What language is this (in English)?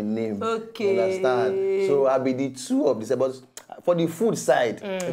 Nigerian Pidgin